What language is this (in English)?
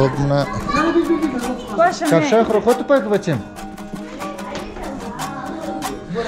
Persian